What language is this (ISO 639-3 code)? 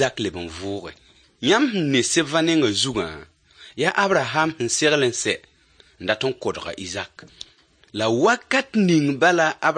mos